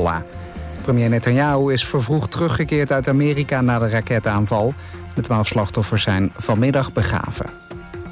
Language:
Dutch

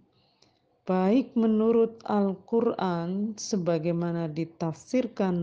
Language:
Indonesian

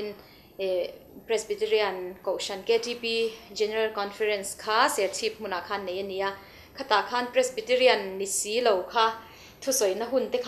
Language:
Mizo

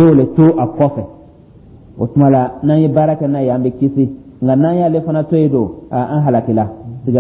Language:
Dyula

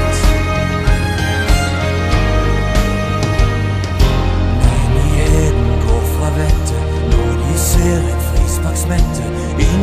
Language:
Norwegian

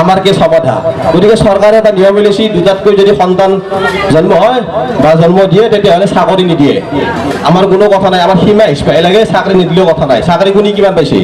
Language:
Assamese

